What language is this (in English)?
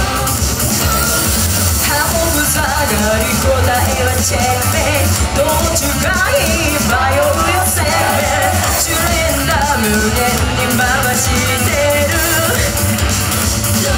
Japanese